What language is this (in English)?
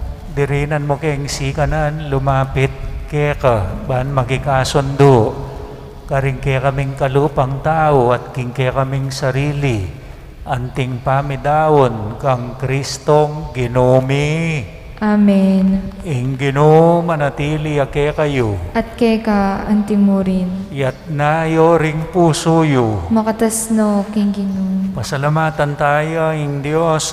Pampanga